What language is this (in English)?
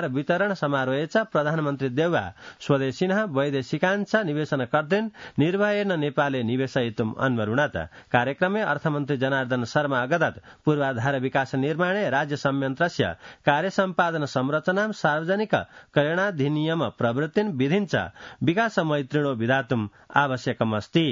Sanskrit